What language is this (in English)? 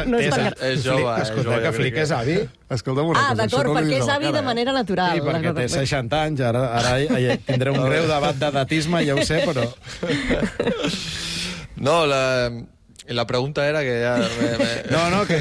Catalan